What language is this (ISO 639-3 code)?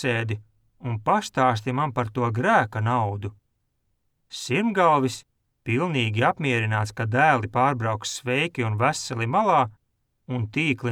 lav